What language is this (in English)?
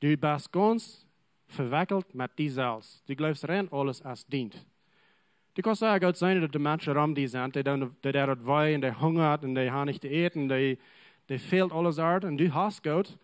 Plautdietsch